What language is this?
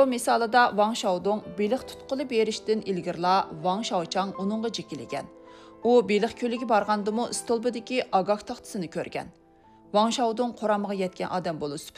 Uyghur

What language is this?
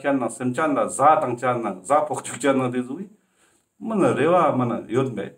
Ladakhi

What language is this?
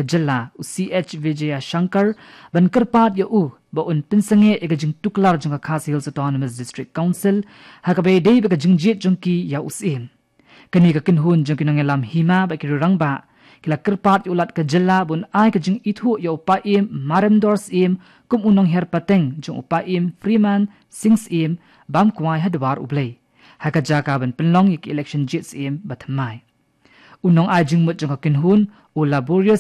Khasi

